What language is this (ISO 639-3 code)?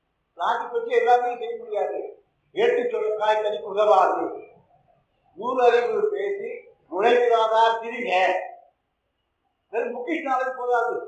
tam